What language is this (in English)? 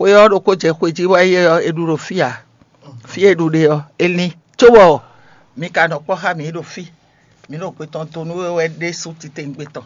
Fon